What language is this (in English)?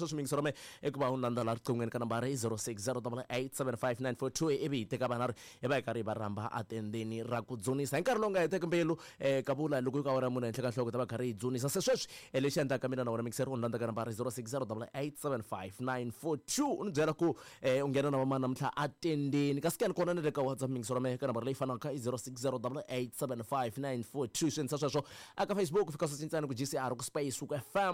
Tsonga